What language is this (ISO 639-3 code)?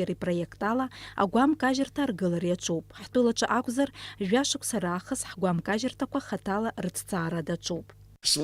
abk